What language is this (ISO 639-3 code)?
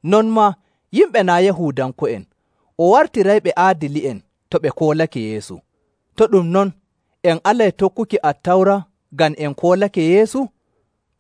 fuv